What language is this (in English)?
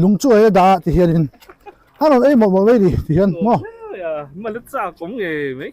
Mizo